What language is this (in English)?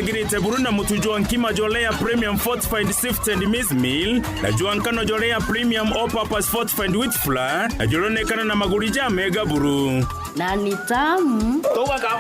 Meru